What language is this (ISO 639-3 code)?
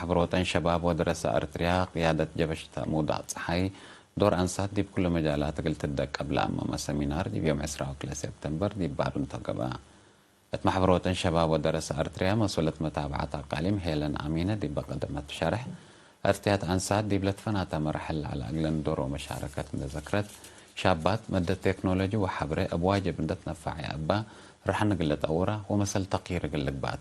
tig